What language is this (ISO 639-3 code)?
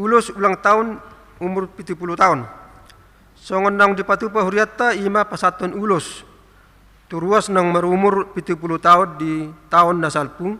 bbc